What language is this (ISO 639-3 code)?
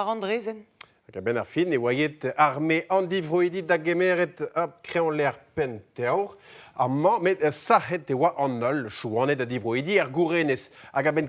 bre